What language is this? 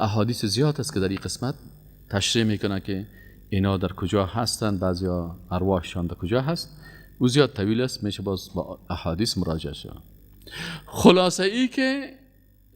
Persian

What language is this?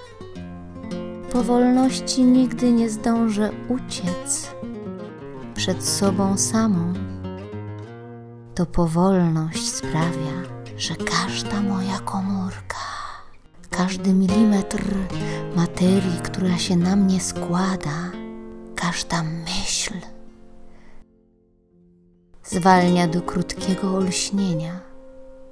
Polish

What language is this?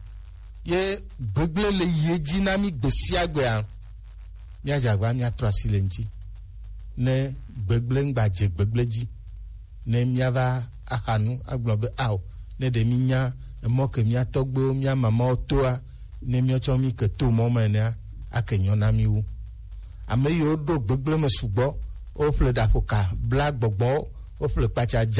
Gen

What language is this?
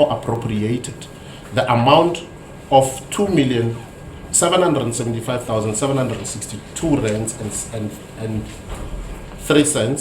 Tsonga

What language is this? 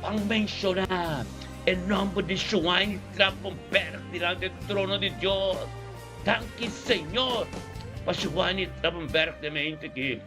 Papiamento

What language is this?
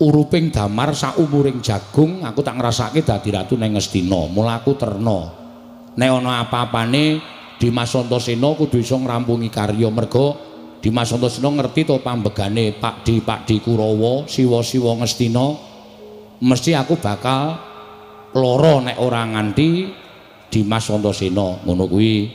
Javanese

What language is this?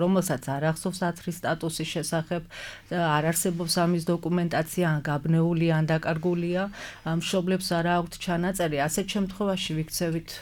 Georgian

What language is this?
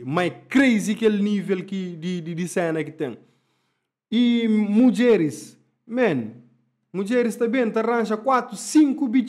Kabuverdianu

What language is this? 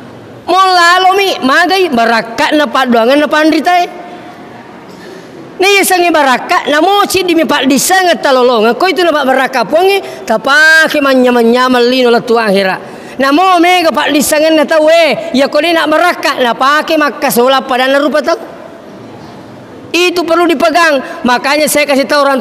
Buginese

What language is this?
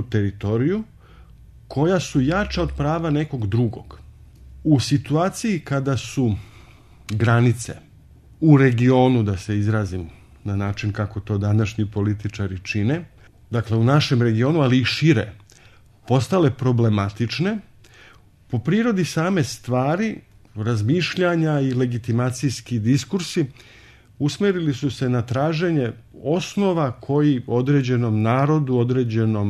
Serbian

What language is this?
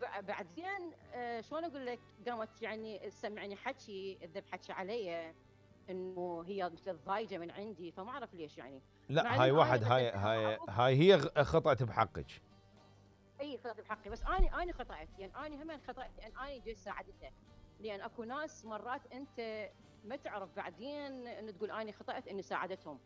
Mesopotamian Arabic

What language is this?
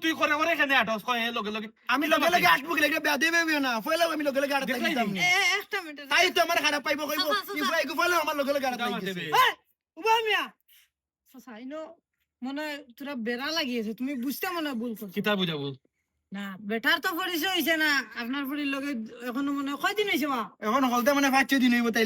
Sylheti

